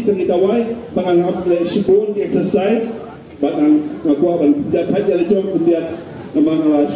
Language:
Khasi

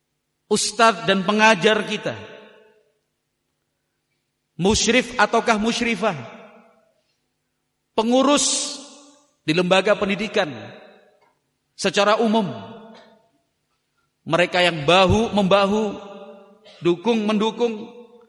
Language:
Indonesian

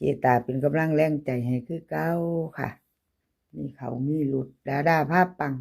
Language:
Northeastern Thai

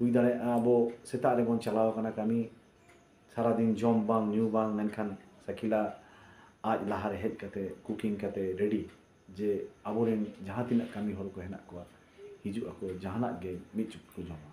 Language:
Santali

